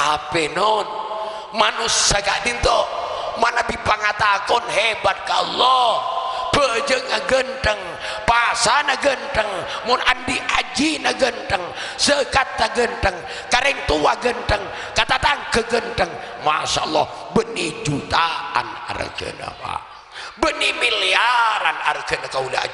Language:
Madurese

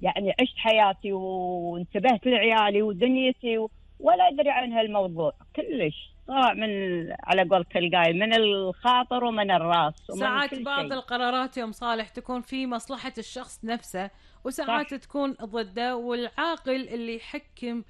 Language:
Gulf Arabic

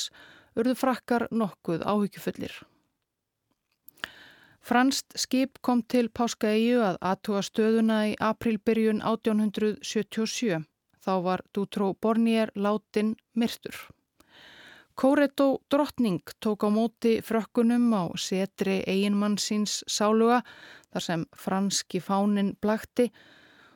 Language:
Icelandic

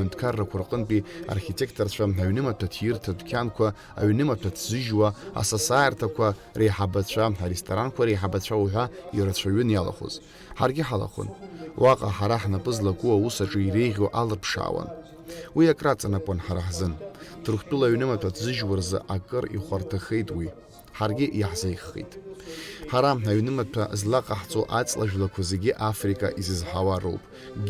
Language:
Abkhazian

